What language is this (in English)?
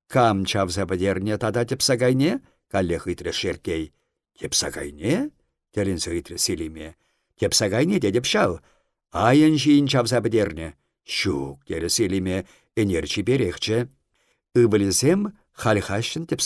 Chuvash